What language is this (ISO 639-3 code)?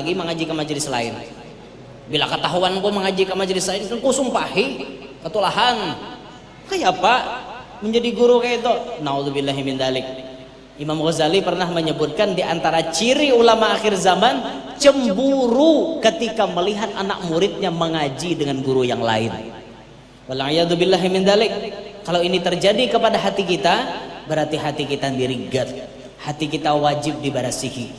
bjn